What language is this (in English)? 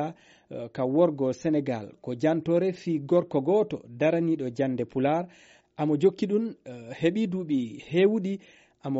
Fula